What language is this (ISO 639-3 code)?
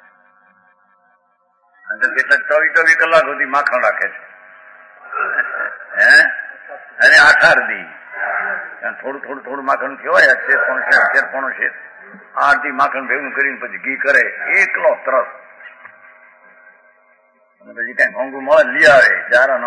guj